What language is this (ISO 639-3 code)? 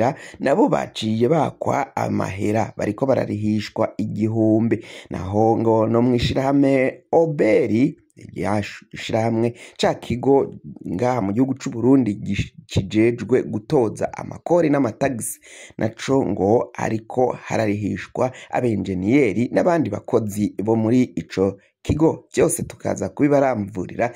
run